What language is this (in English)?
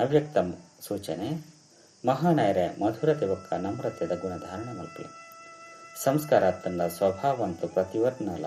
Tulu